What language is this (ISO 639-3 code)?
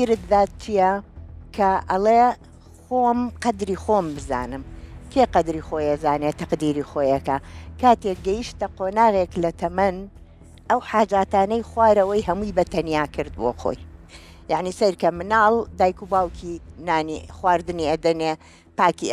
ckb